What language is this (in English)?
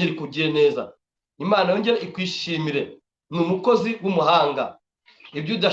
Kinyarwanda